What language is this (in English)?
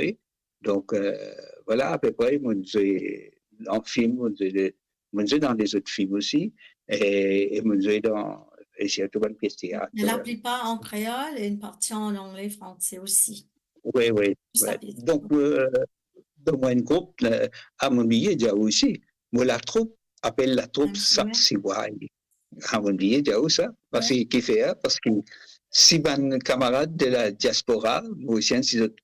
Morisyen